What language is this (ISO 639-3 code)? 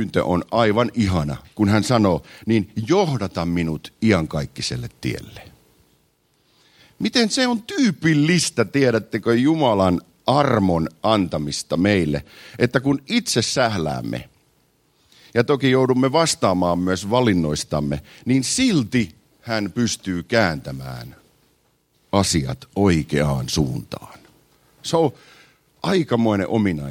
fin